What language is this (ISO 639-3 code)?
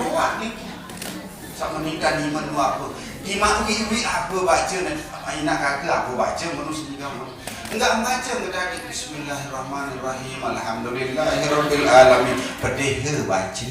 sas